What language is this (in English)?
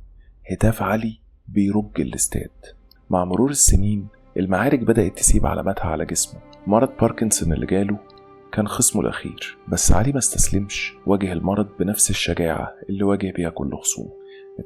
Egyptian Arabic